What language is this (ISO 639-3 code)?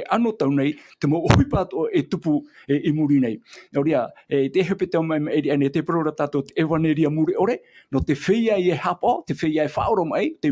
tah